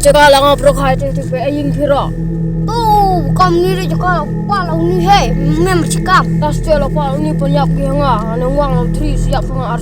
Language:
Khasi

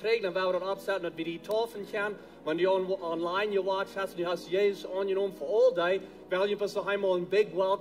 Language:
Plautdietsch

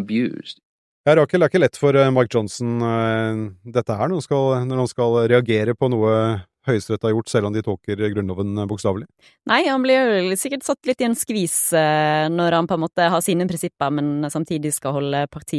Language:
Norwegian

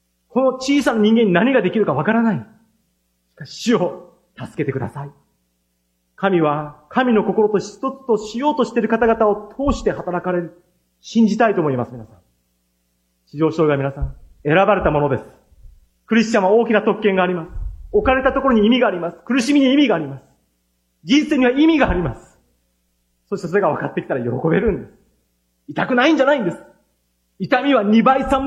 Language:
Japanese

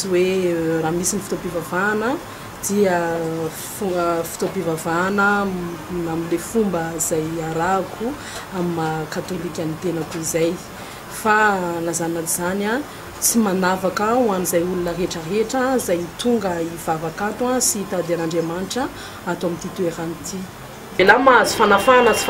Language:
Malagasy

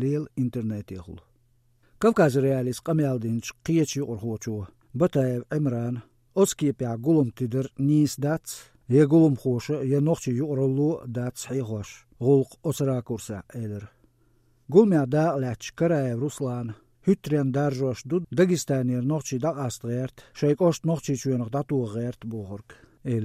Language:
Chechen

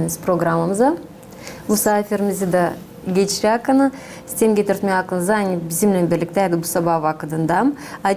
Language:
Gagauz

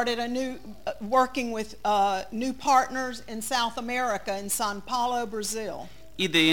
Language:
Hungarian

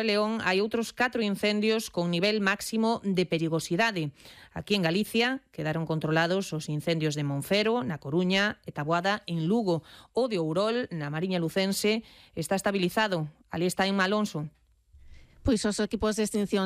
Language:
Galician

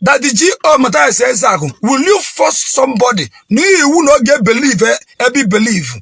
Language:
Igbo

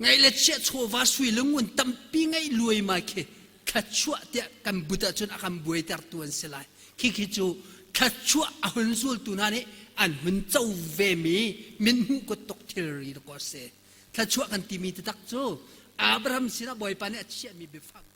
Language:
Hakha Chin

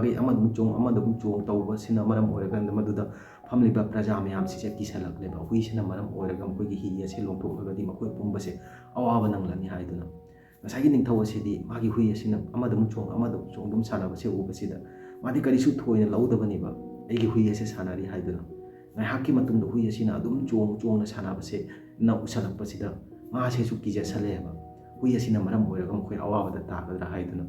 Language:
Manipuri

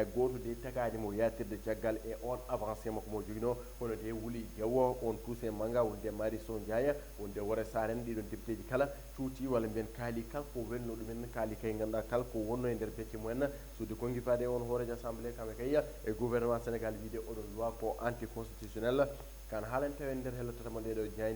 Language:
Fula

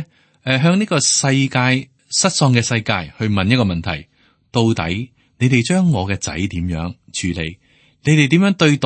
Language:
Cantonese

